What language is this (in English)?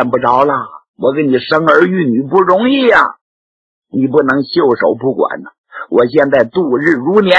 Chinese